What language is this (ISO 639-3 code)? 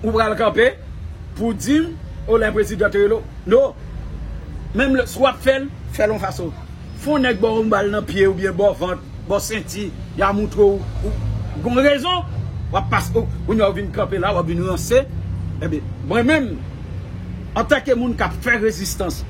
hat